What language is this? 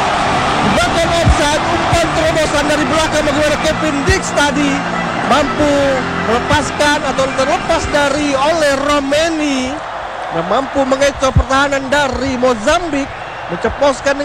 Indonesian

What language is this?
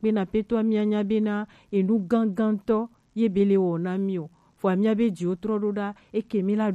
Gen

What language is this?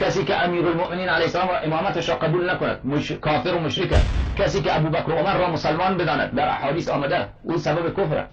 Persian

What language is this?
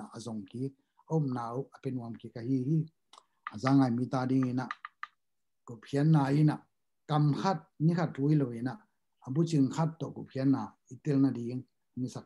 Tedim Chin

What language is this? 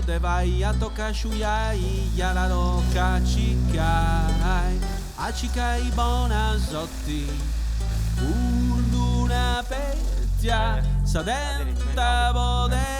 Sardinian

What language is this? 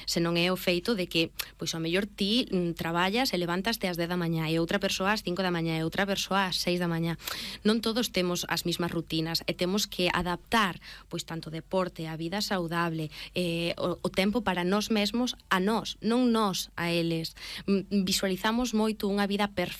Galician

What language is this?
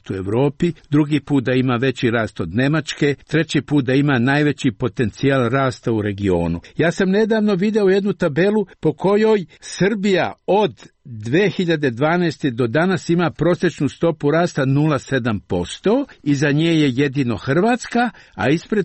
Serbian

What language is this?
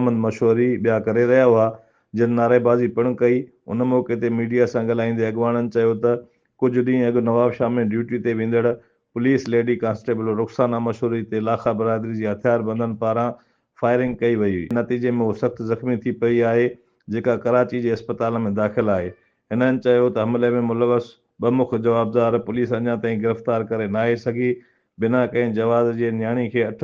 Sindhi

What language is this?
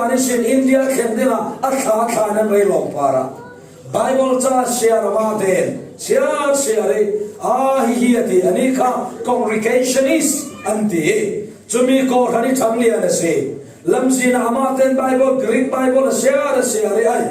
Falam Chin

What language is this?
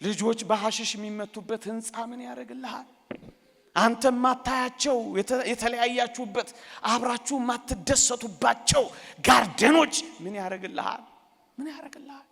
Amharic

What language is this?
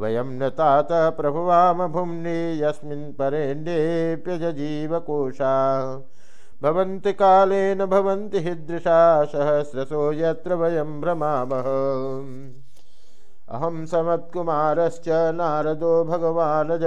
Sanskrit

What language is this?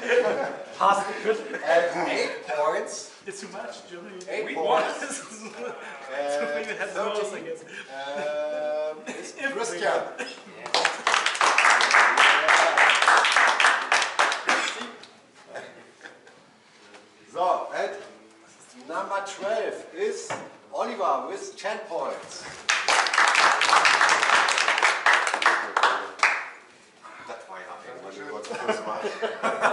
German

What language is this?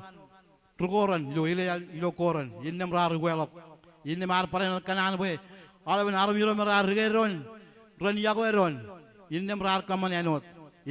Marshallese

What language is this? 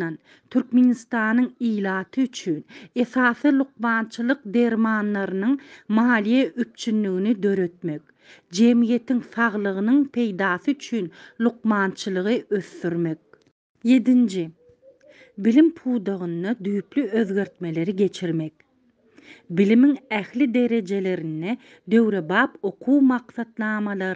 Turkmen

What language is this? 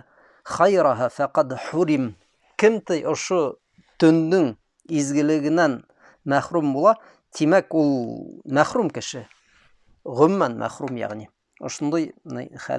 Bashkir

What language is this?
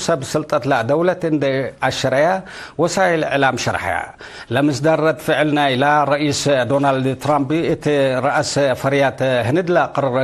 Tigre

